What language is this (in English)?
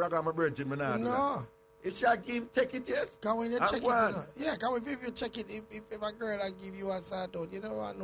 Jamaican Creole English